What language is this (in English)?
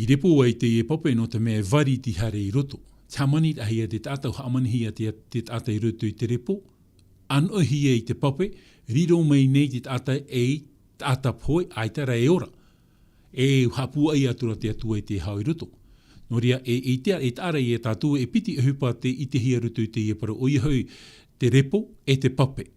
Tahitian